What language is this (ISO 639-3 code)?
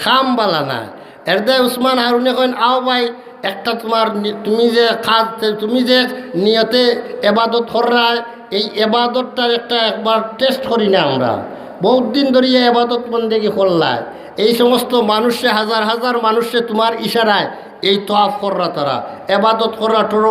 syl